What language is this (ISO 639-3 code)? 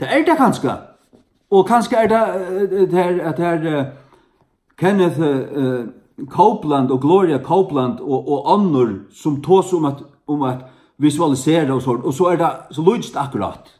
fao